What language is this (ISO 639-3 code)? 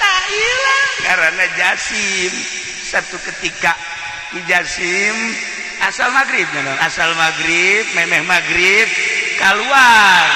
sun